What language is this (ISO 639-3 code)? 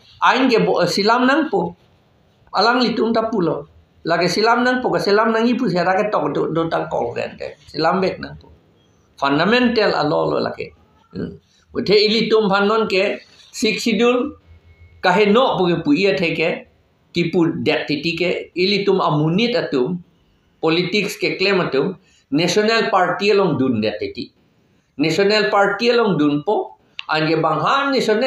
mjw